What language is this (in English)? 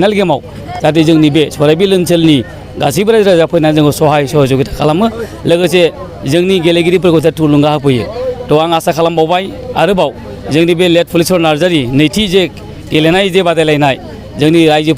Bodo